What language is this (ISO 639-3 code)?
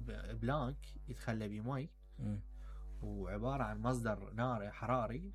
acm